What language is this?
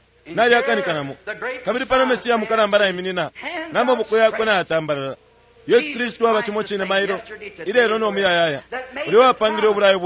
Bemba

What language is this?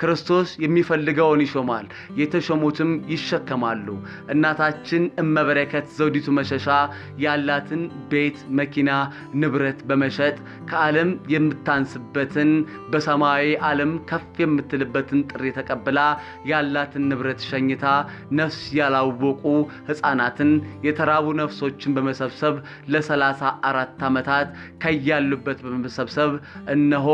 Amharic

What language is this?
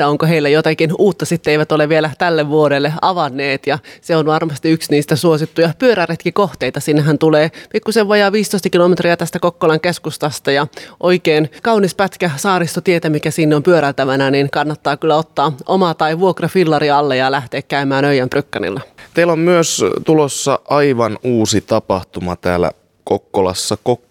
Finnish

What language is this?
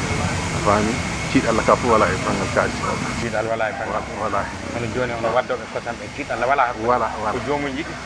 Fula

